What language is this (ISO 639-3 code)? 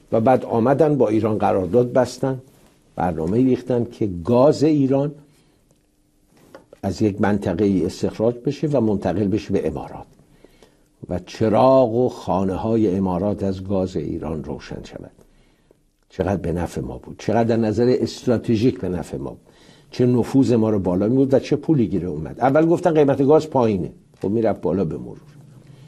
fas